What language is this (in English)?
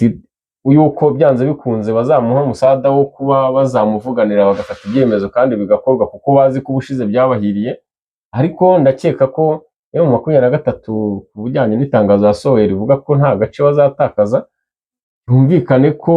Kinyarwanda